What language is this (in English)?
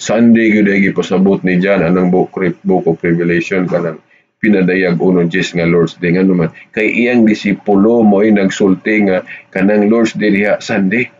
Cebuano